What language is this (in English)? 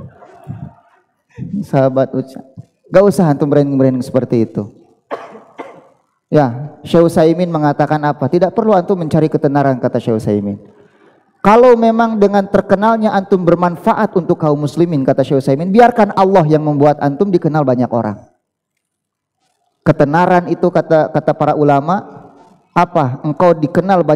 Indonesian